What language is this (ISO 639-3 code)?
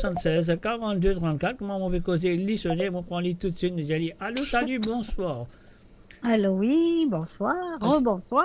mfe